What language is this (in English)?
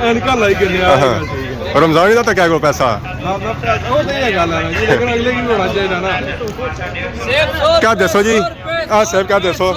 Pahari-Potwari